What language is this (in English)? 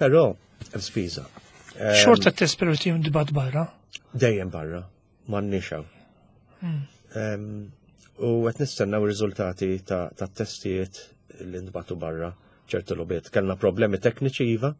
Maltese